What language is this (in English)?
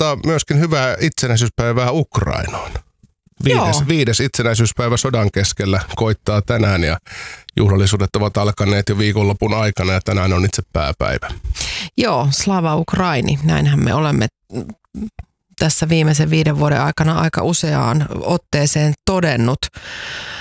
Finnish